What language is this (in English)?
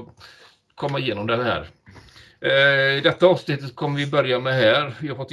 Swedish